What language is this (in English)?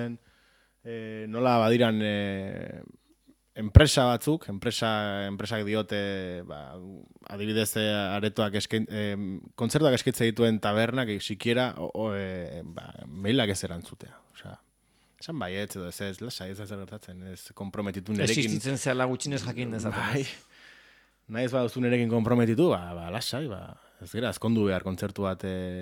Basque